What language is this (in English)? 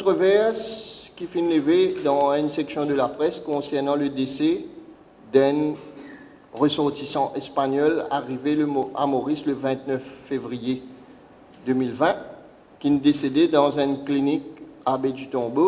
Morisyen